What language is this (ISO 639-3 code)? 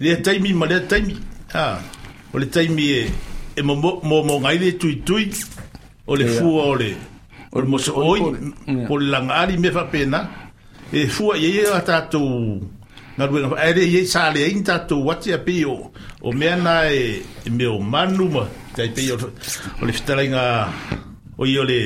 smo